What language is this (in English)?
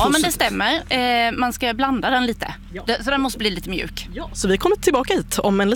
Swedish